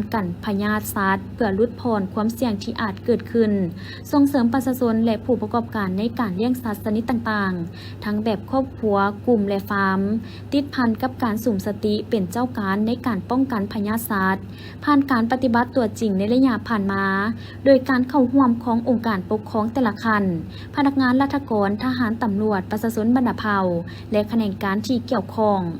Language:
Lao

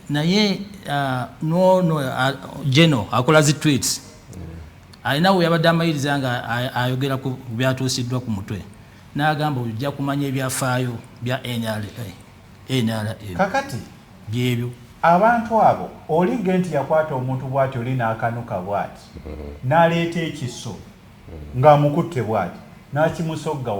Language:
Ganda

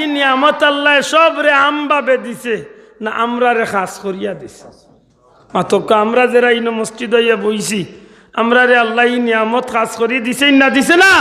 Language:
Sylheti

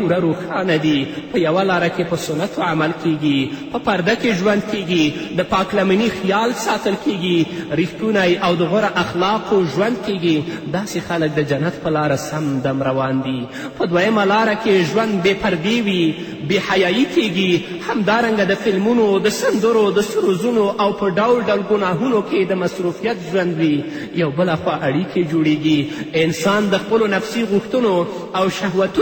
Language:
Pashto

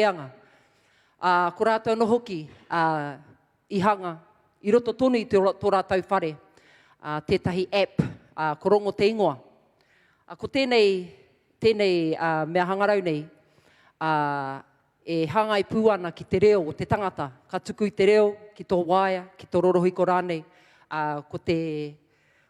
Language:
Māori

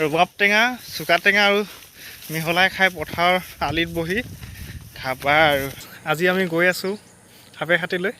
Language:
Assamese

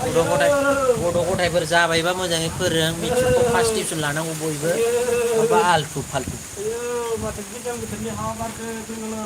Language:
Bodo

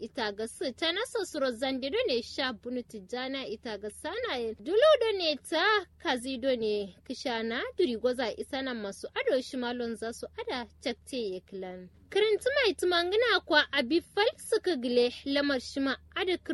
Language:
Kanuri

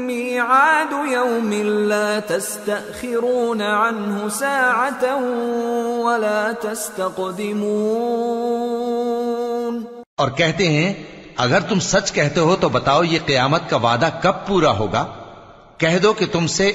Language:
Urdu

